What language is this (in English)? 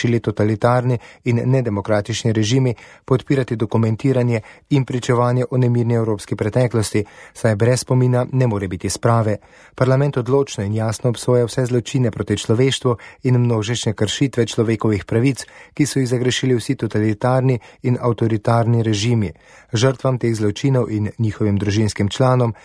Slovenian